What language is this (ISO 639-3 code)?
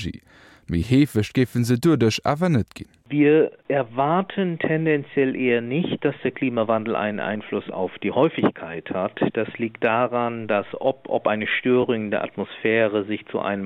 ltz